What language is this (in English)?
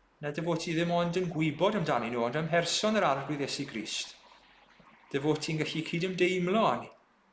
Welsh